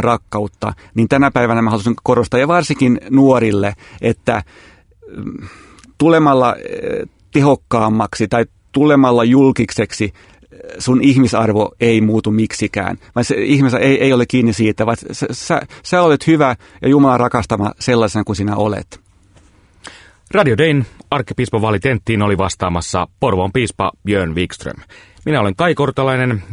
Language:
Finnish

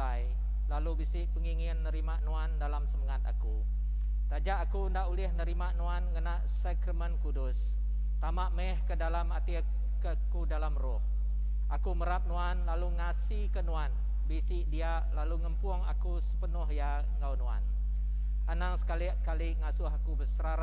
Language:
Iban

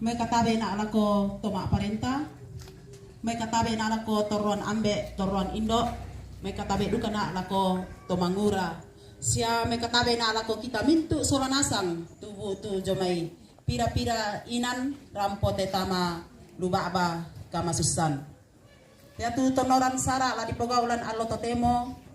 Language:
Toraja-Sa'dan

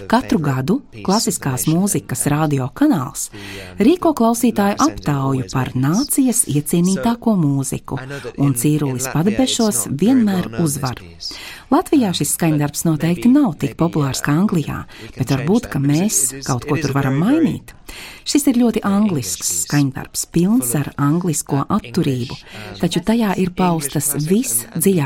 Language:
Latvian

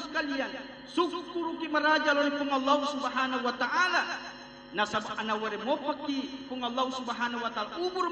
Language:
Buginese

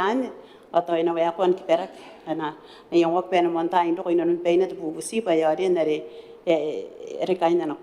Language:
Gilbertese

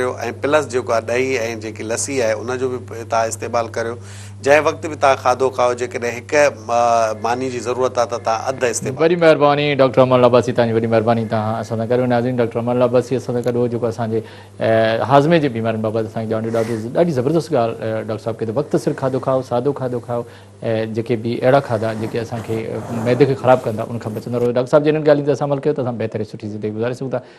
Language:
Sindhi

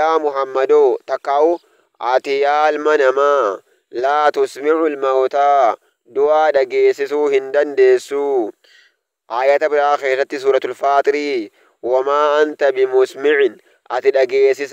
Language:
Oromo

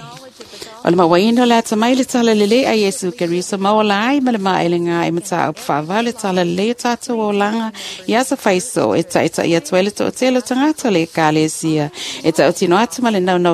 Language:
Samoan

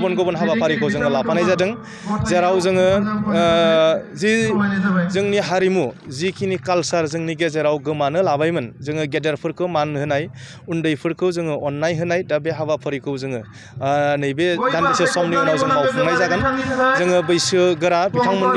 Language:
Bodo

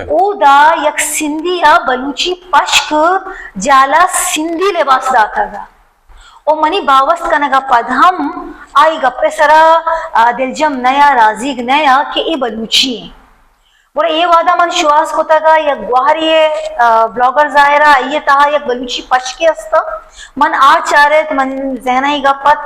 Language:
Baluchi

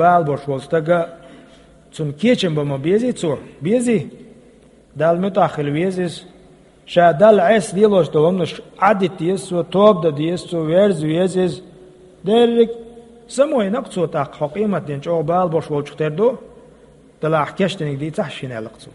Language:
Chechen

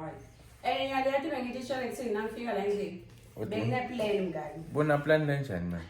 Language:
Zulu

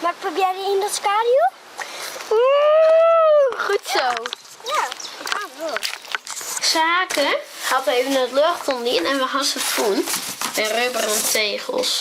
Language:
Western Frisian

